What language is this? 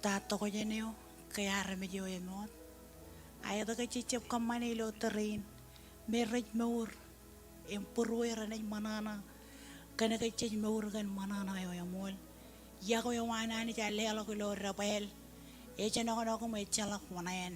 Marshallese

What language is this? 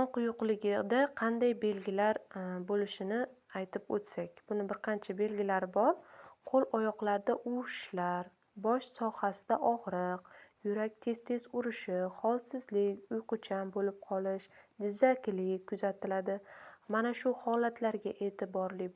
Uzbek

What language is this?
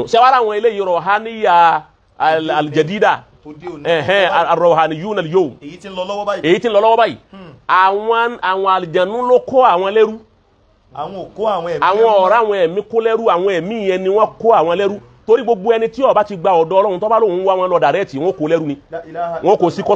Yoruba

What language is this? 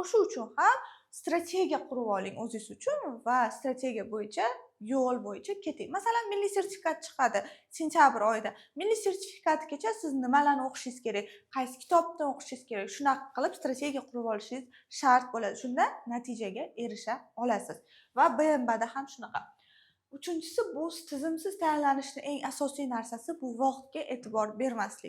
Uzbek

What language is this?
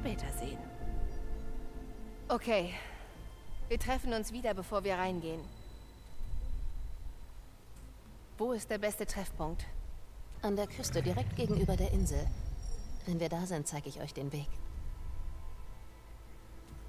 German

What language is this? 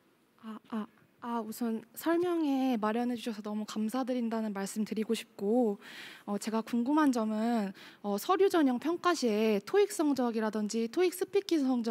Korean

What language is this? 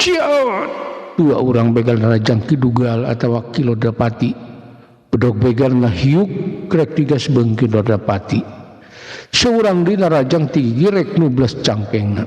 Sundanese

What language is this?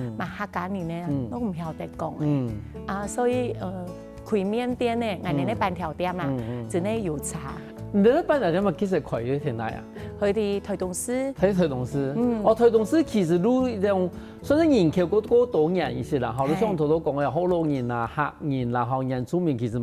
Hakka Chinese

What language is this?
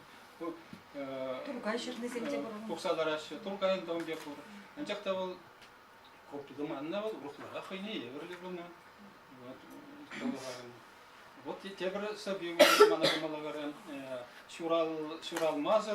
Chuvash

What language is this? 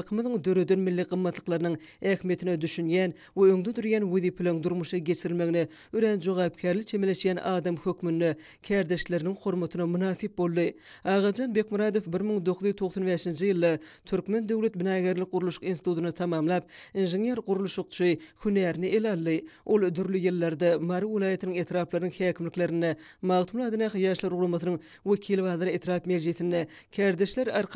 Turkmen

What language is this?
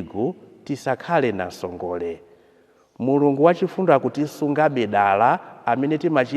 Nyanja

